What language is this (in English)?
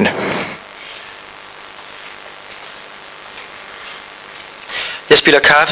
Finnish